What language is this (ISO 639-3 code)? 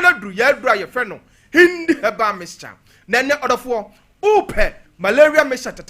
aka